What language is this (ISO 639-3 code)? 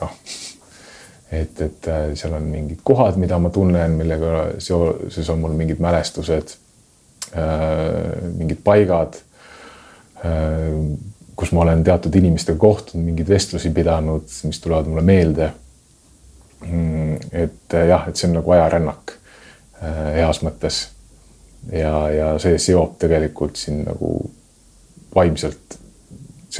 est